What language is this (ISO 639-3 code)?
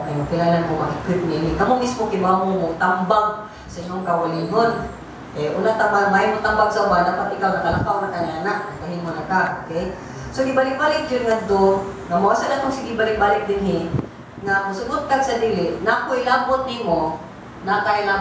ceb